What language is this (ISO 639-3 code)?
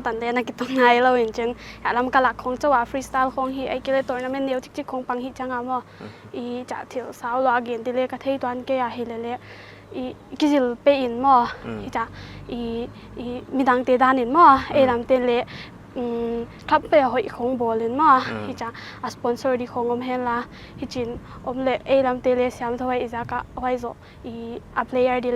pck